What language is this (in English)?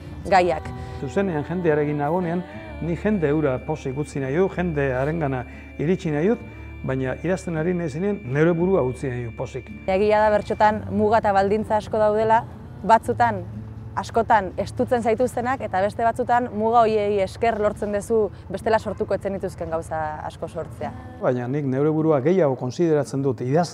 Basque